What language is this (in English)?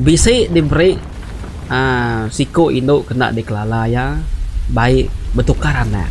Iban